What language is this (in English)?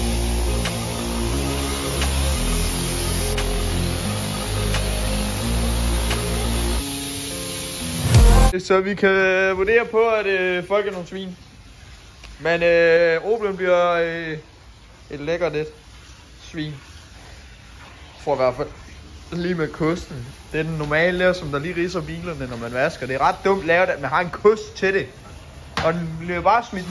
Danish